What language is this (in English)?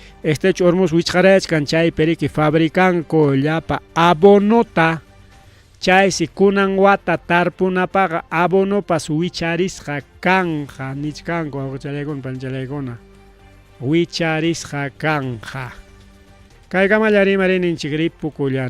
Ayacucho Quechua